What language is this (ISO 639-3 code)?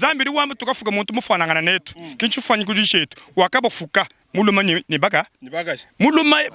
lua